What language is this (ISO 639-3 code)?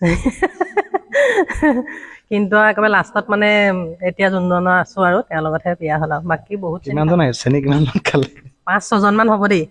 asm